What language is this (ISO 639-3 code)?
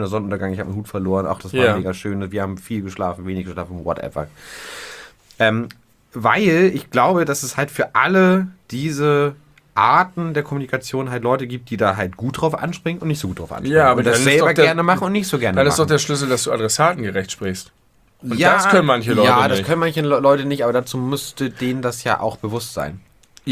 deu